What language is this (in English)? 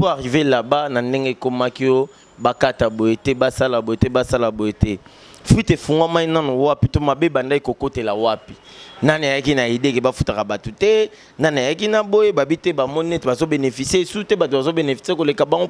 Lingala